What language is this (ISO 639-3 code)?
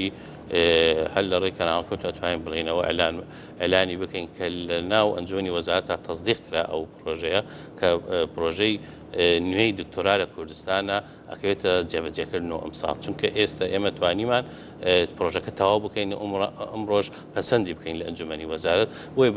ckb